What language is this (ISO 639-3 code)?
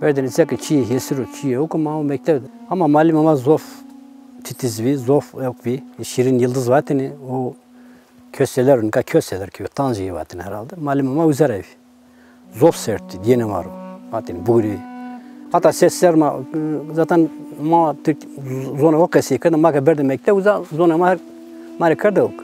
zza